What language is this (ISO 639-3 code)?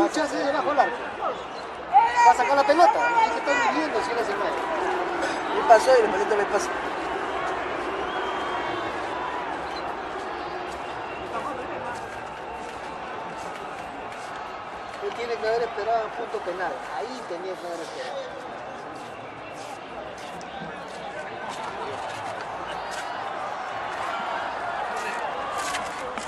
spa